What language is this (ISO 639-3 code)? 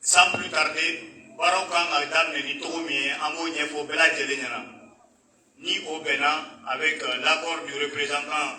bam